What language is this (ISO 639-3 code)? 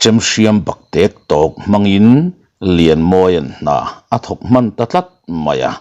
lus